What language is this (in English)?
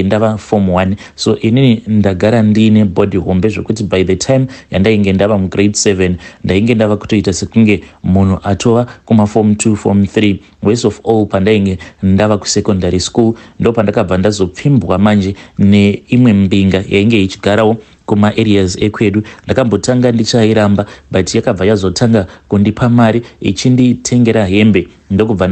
Shona